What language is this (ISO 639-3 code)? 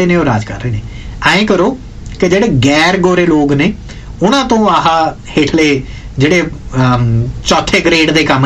pan